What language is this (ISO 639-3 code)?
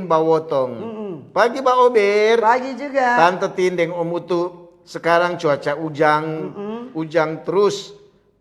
xmm